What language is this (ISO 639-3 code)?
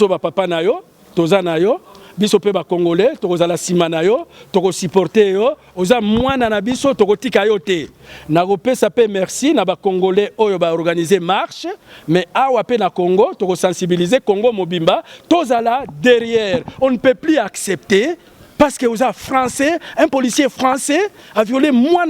lin